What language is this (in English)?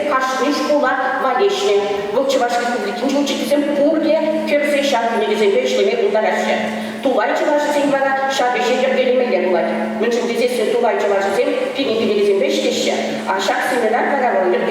Chuvash